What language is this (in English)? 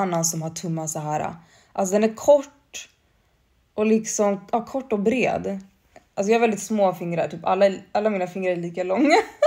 Swedish